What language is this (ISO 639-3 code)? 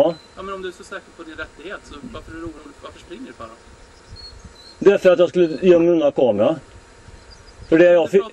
swe